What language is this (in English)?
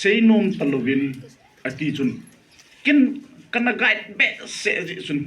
Thado Chin